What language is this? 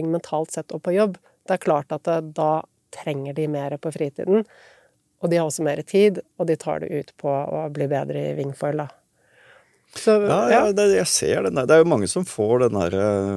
Norwegian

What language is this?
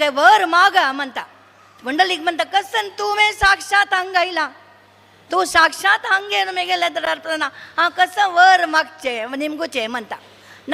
Konkani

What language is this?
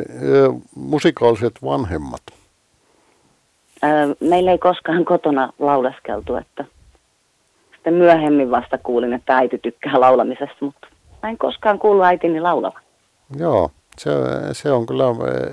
Finnish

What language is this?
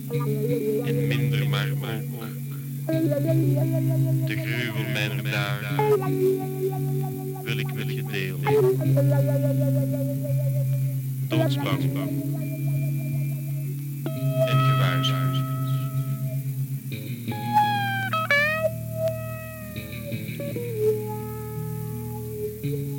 Dutch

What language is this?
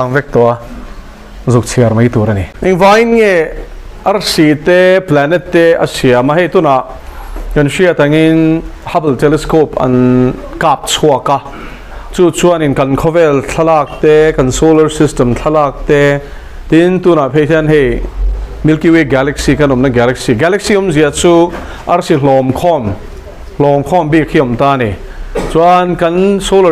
Mizo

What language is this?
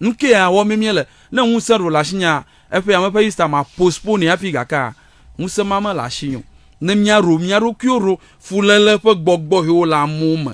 Ewe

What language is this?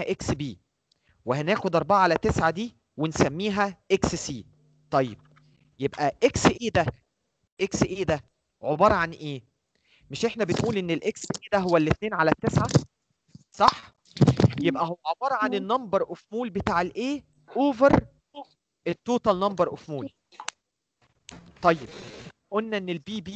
Egyptian Arabic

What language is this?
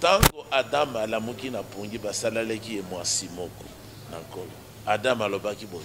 Lingala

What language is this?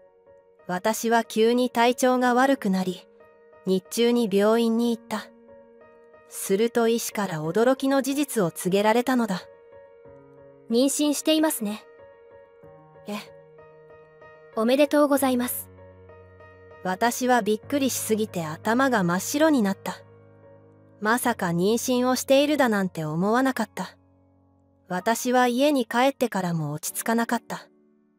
Japanese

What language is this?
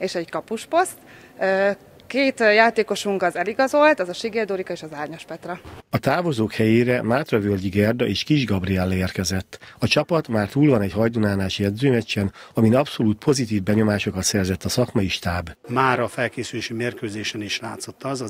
Hungarian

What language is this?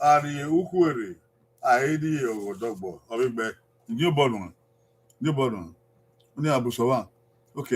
Bini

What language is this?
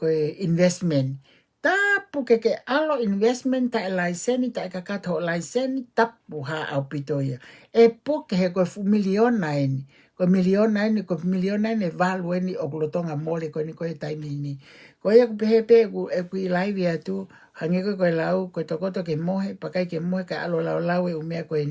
Tongan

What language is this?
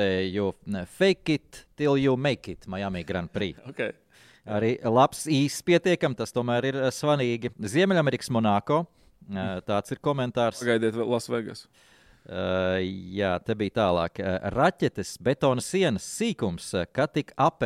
Latvian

